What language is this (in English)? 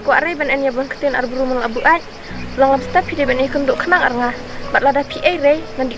Khasi